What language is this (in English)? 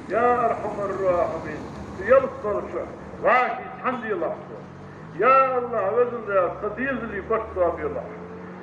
Ingush